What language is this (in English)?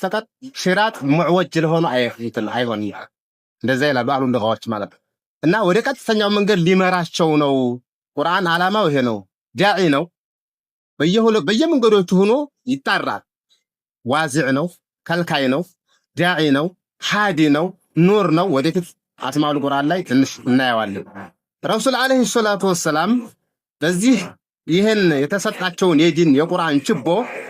Amharic